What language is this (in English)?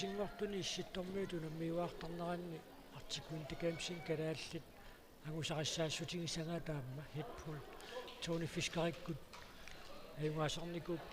Kalaallisut